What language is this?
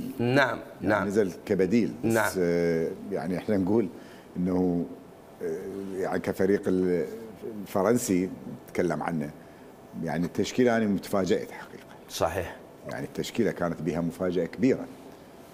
Mesopotamian Arabic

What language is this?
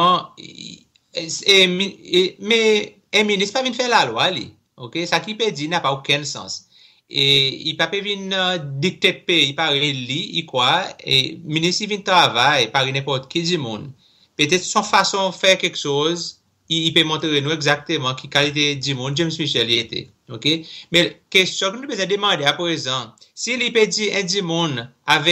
Seselwa Creole French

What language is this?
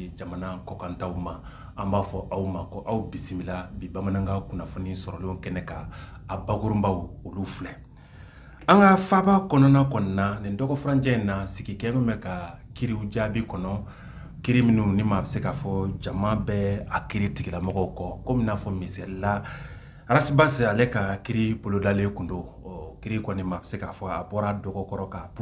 Bambara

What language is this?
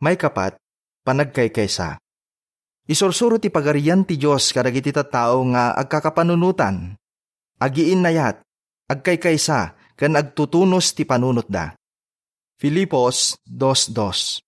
Iloko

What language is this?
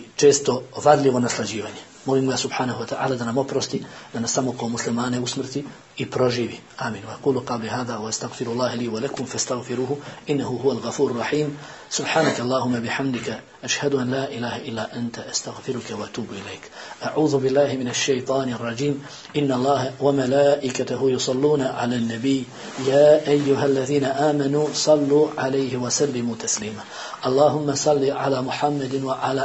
Bosnian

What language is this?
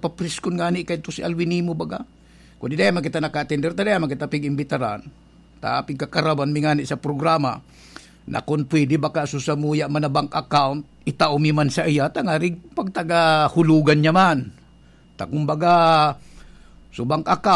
Bikol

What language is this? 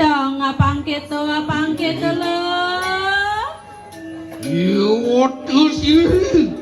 Balinese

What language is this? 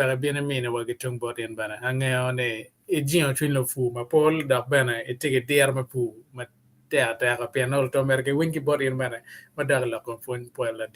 Acoli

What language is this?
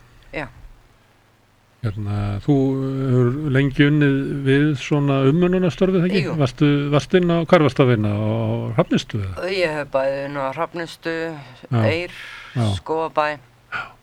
Icelandic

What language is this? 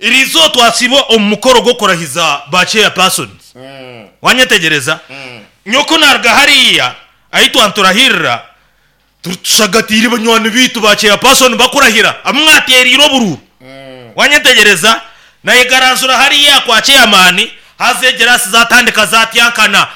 Nyankole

